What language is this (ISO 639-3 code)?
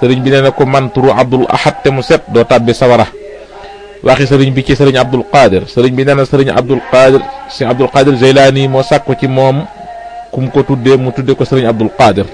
wol